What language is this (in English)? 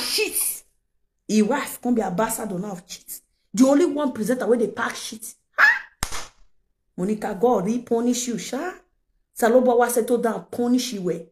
Nigerian Pidgin